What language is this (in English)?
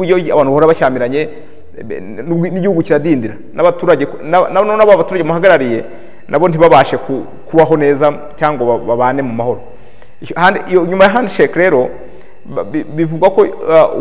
Kinyarwanda